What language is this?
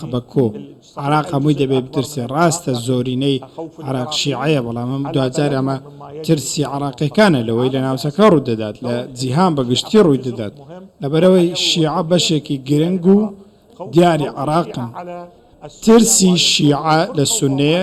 Central Kurdish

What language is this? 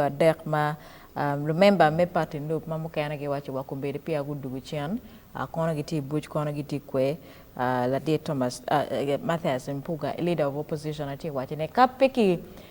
Acoli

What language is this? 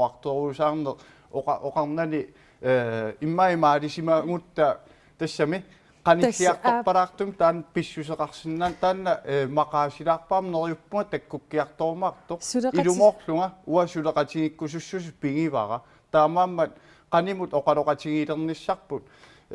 Kalaallisut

